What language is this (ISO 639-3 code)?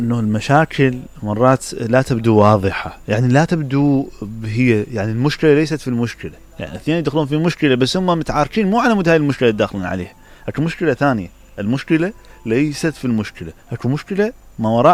acm